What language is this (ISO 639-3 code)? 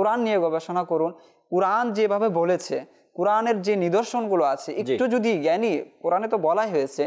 ben